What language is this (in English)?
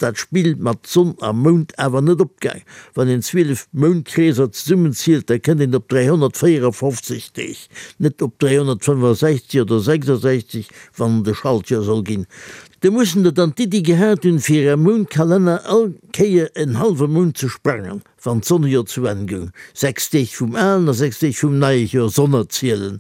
Luxembourgish